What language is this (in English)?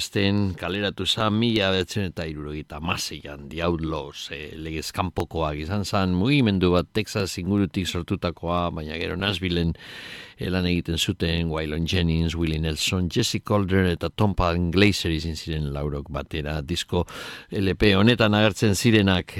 Basque